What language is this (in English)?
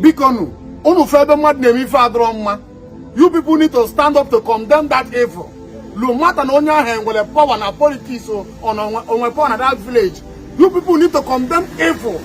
Igbo